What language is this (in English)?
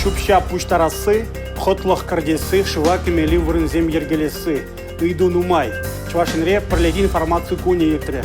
Chuvash